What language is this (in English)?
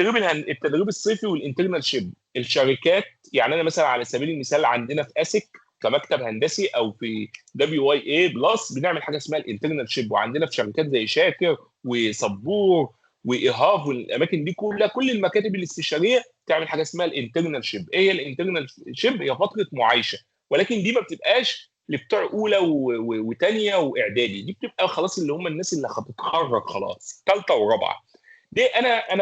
Egyptian Arabic